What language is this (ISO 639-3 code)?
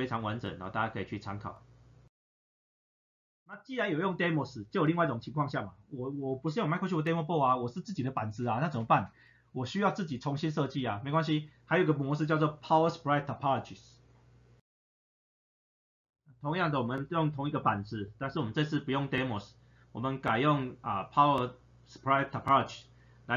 zho